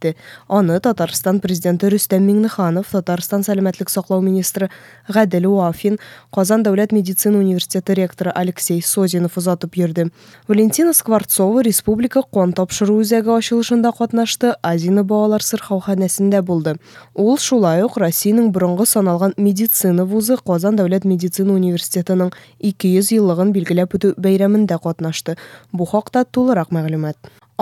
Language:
Tatar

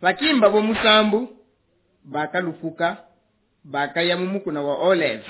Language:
Luba-Lulua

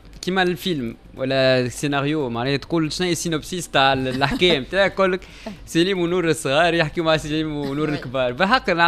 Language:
Tunisian Arabic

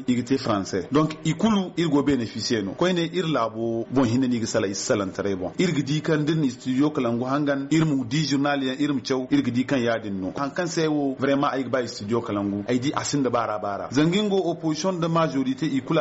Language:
Zarma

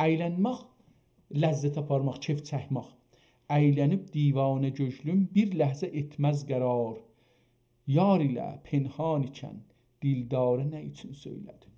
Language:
South Azerbaijani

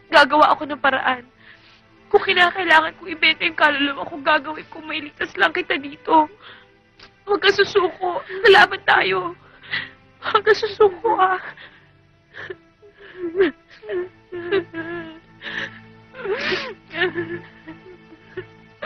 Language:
Filipino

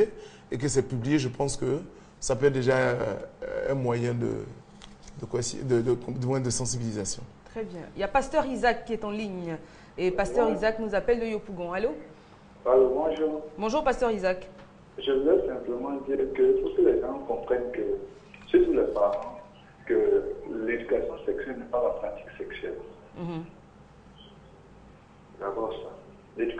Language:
French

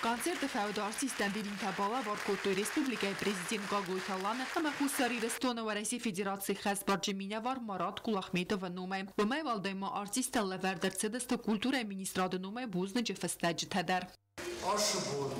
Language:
Ossetic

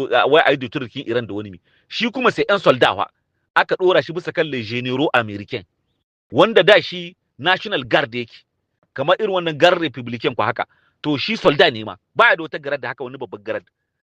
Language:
Hausa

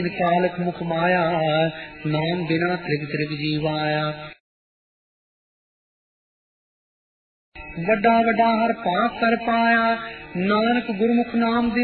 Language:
Punjabi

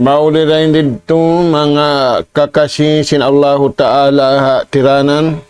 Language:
Tausug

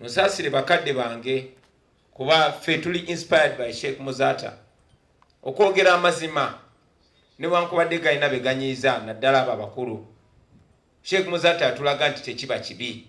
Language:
Ganda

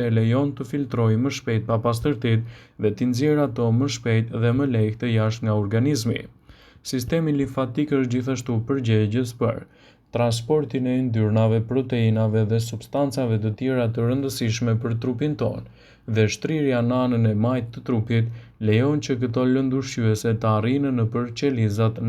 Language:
Albanian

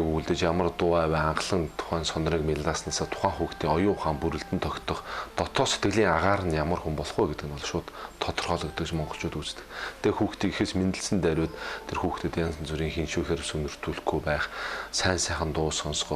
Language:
Mongolian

